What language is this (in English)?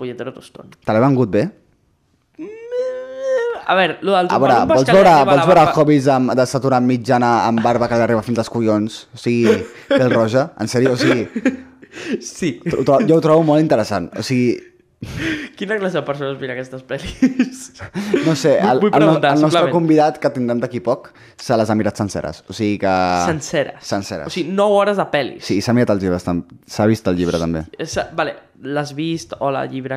Catalan